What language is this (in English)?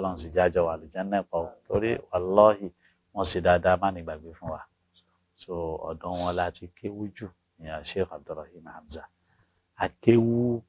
Yoruba